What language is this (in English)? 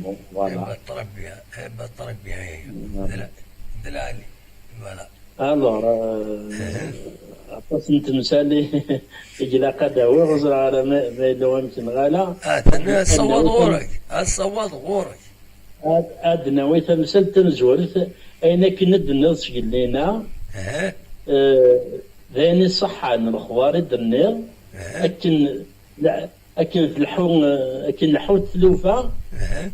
Kabyle